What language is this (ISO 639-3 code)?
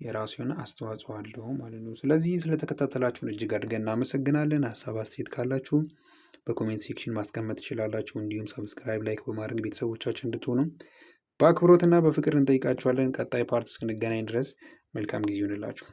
amh